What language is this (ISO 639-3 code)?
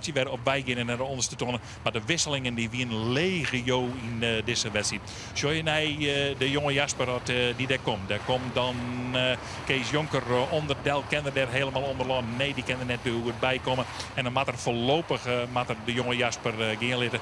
fry